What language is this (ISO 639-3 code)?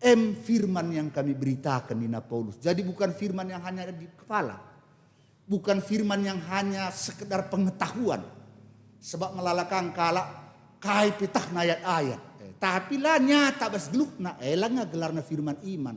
btx